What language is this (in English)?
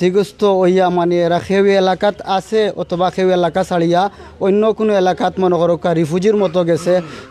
Sylheti